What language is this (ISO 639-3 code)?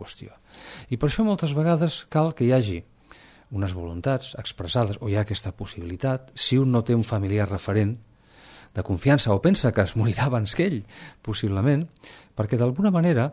cat